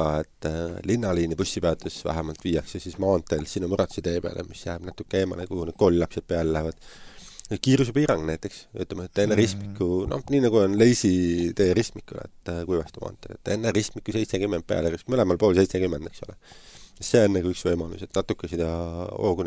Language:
Estonian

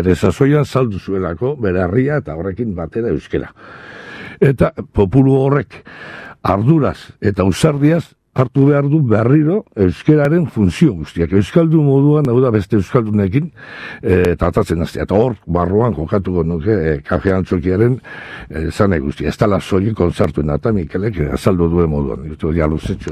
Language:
Basque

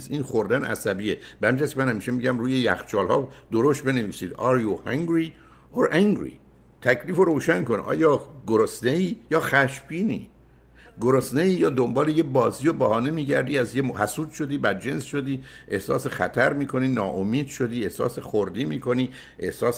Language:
Persian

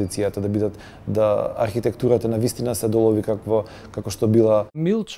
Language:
Macedonian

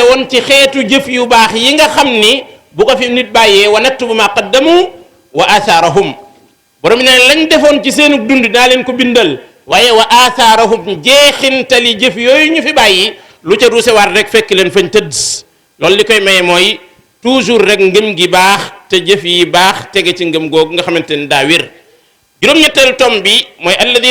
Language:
Wolof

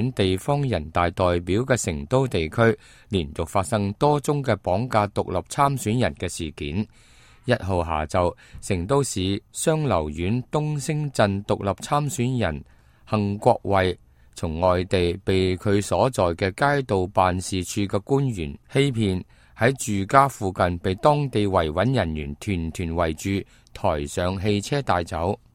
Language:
Cantonese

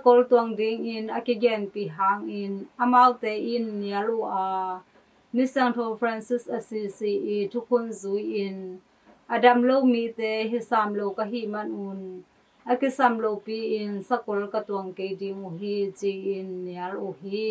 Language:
Tedim Chin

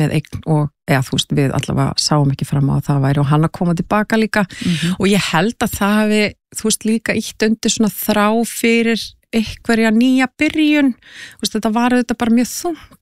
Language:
Icelandic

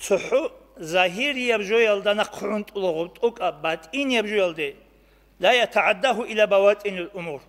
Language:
Avaric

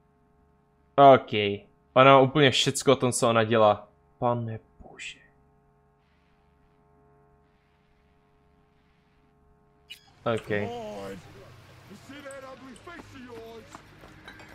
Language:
Czech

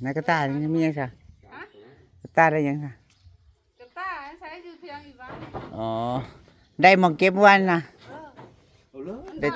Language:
Northeastern Thai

